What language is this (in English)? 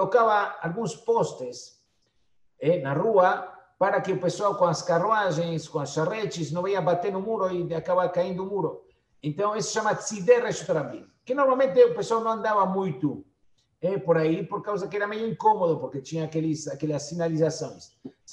Portuguese